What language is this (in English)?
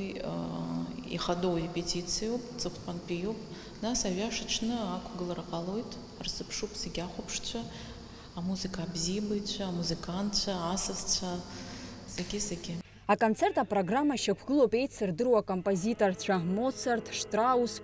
Abkhazian